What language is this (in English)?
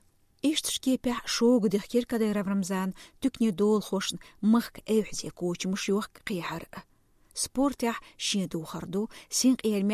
Chechen